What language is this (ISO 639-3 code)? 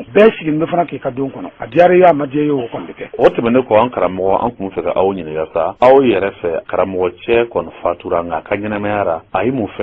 bam